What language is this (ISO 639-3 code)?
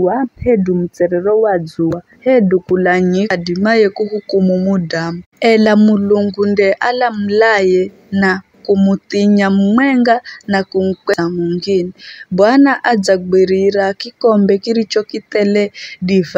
nyf